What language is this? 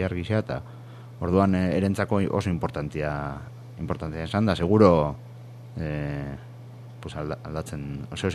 Basque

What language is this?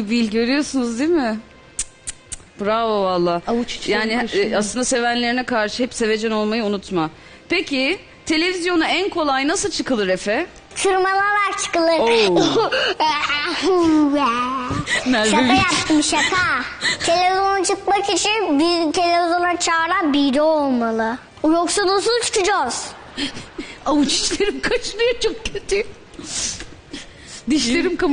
Turkish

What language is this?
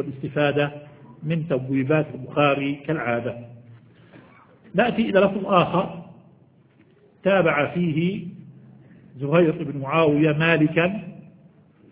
Arabic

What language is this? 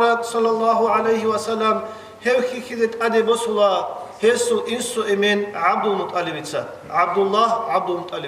Avaric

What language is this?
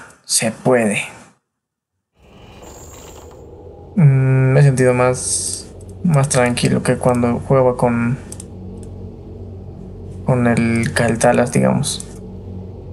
Spanish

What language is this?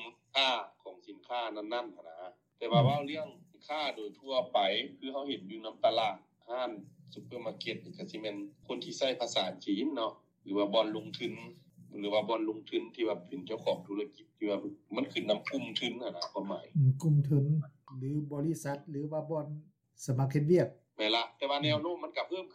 Lao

